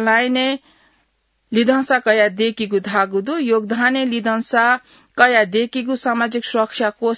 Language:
Newari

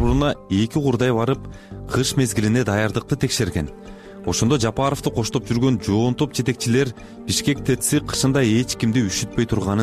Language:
Kyrgyz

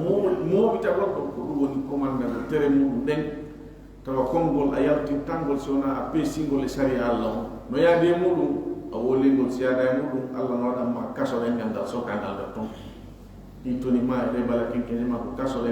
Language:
Fula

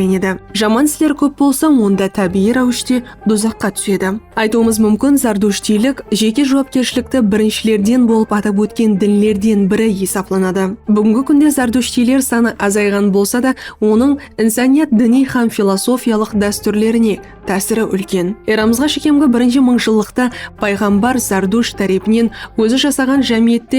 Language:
Kara-Kalpak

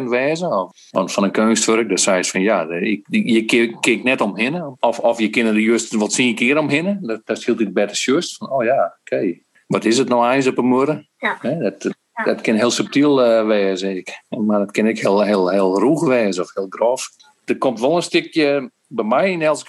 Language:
Western Frisian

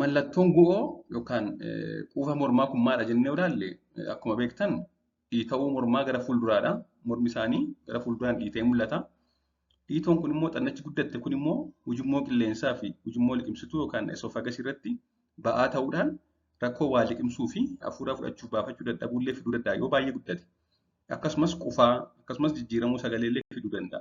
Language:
Oromo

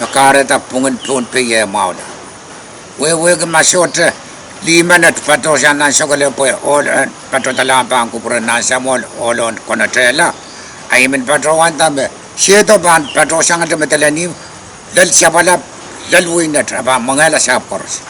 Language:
Pohnpeian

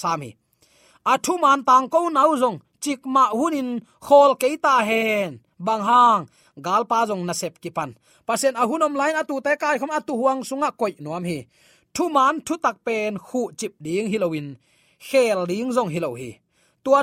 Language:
Tedim Chin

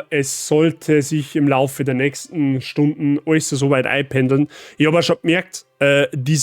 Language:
Bavarian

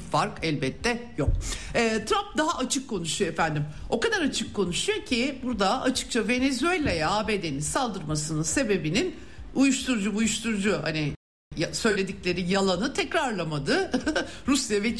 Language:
Turkish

